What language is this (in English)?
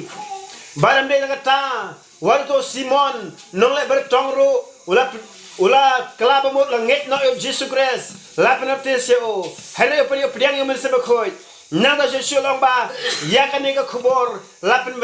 Khasi